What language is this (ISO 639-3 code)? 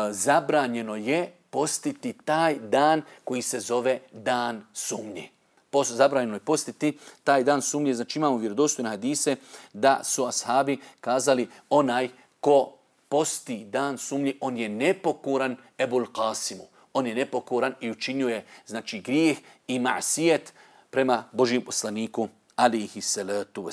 bos